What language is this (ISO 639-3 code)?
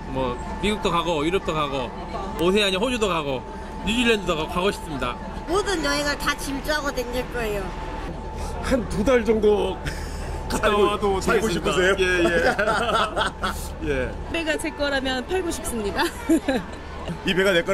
kor